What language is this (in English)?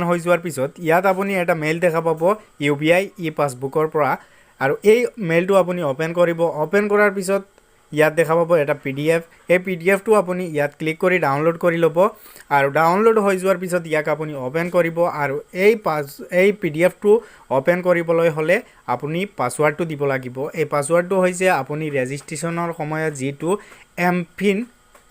Assamese